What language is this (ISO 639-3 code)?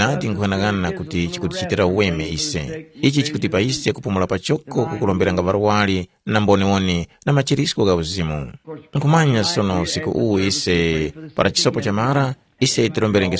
tum